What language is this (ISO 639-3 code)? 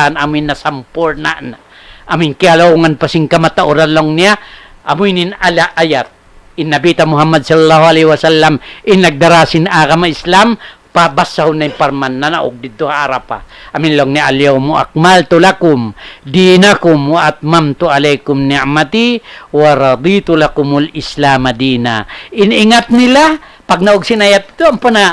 tsg